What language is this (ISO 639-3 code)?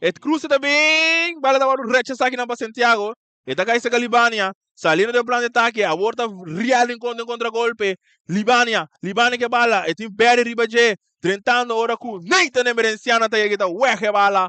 pap